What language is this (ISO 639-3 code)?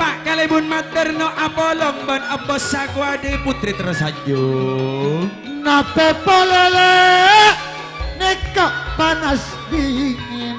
mad